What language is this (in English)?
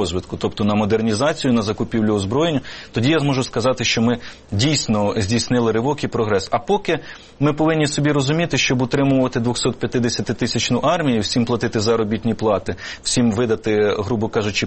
Ukrainian